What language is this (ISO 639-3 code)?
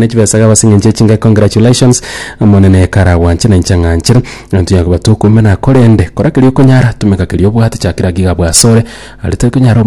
guz